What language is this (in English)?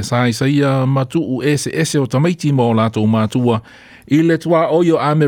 Samoan